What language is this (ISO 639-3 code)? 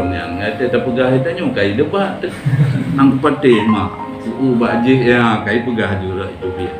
ace